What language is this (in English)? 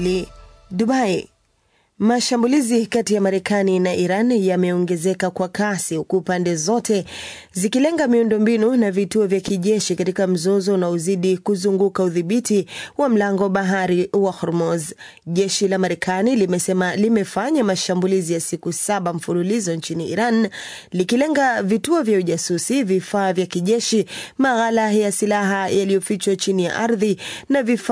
Swahili